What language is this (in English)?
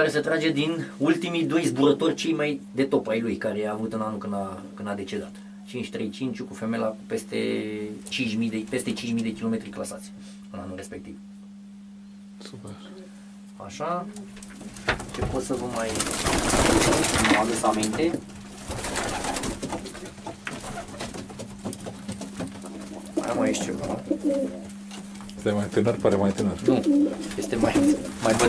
Romanian